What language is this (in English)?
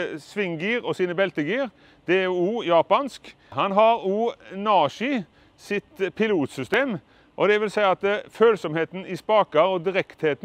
Norwegian